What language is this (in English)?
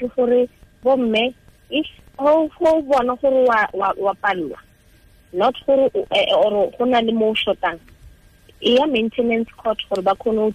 Tswana